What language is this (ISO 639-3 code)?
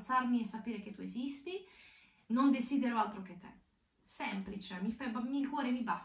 ita